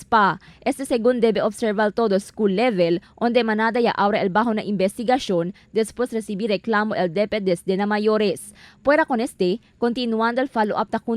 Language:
Chavacano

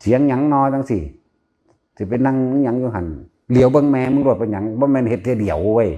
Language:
Northeastern Thai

